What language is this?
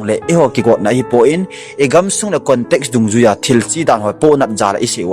Thado Chin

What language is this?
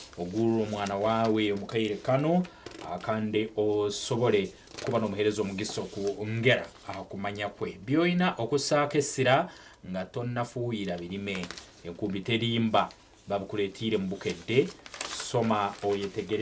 Nyankole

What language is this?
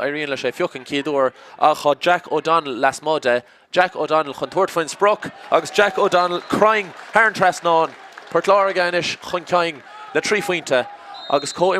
Irish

